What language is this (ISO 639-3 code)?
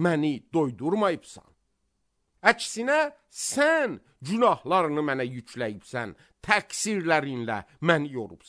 aze